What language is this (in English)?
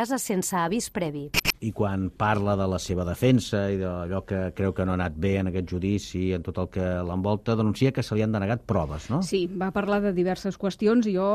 Catalan